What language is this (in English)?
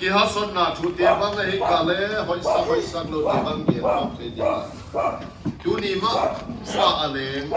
Paite Chin